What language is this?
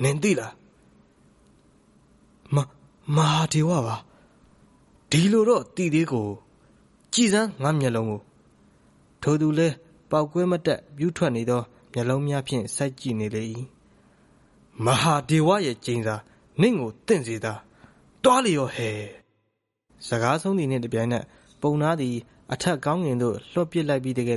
Burmese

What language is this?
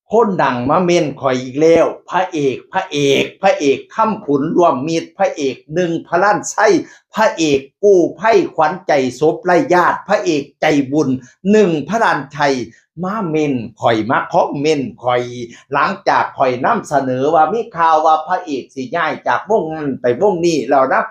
Northeastern Thai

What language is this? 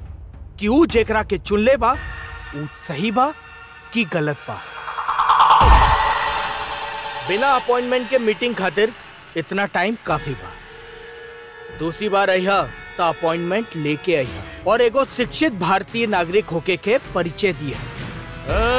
Bhojpuri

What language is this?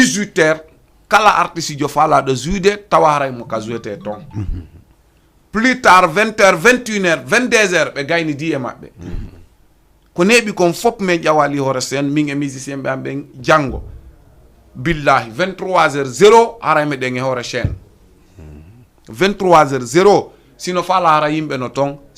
Fula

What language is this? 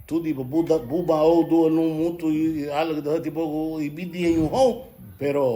Garifuna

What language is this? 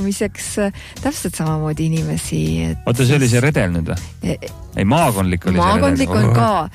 Estonian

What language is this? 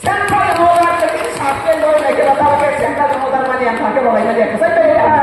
Riang (India)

